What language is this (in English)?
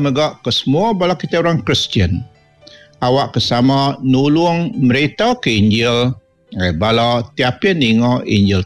Iban